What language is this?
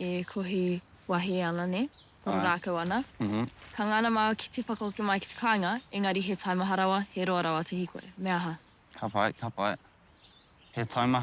Māori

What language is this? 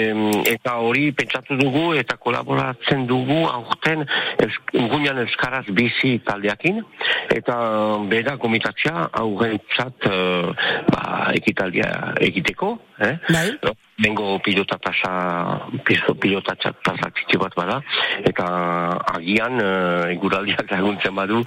Basque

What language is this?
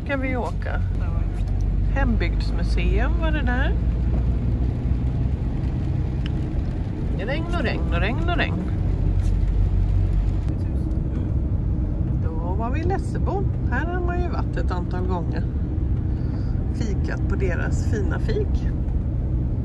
Swedish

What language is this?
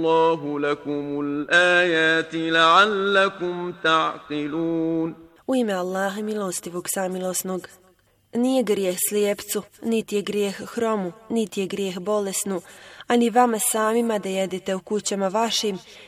Bosnian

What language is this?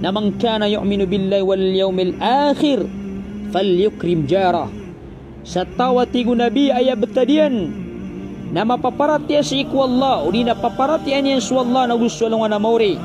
Maranao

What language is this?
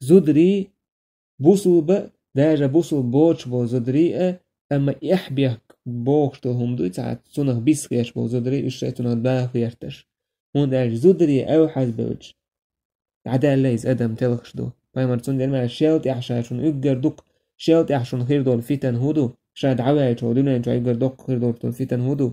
Chechen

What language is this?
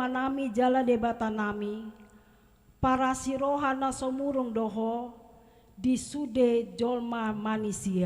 Batak Toba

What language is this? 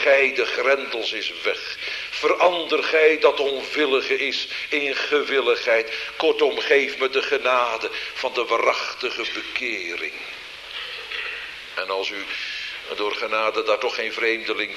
Dutch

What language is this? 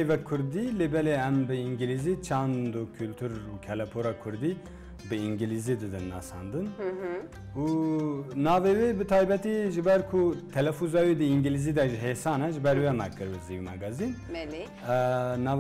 Kurdish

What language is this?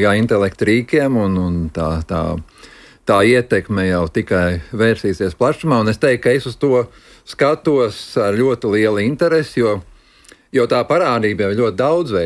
Latvian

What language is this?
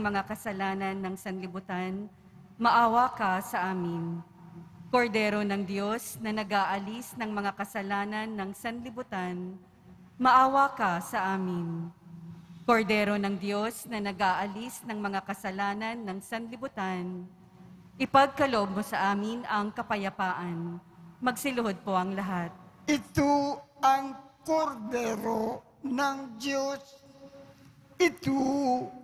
Filipino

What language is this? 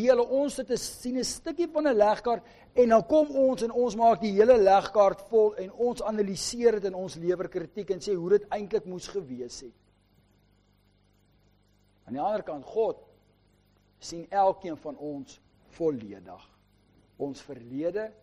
Afrikaans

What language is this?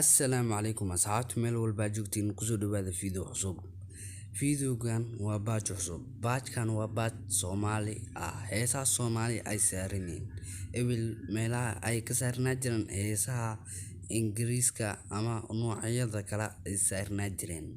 Somali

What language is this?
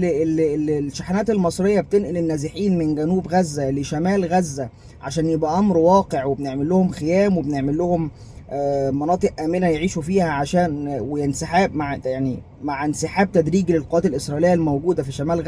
Egyptian Arabic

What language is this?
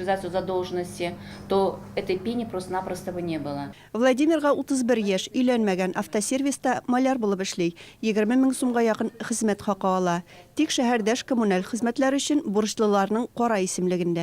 Tatar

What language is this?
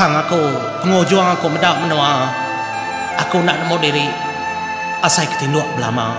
Iban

